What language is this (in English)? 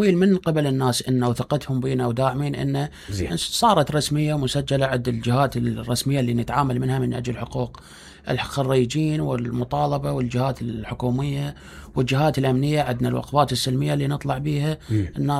Mesopotamian Arabic